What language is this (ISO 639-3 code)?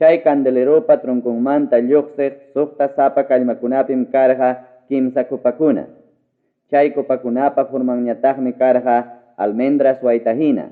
quy